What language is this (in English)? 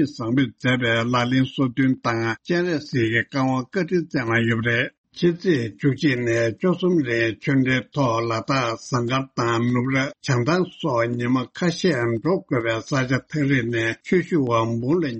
Tibetan